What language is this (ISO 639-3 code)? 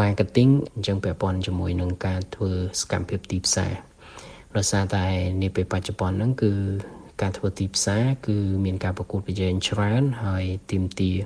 khm